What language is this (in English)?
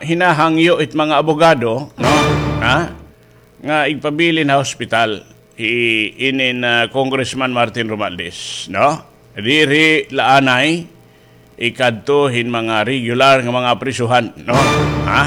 Waray